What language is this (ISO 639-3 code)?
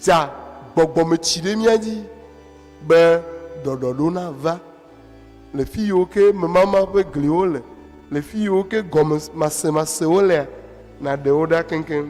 ewe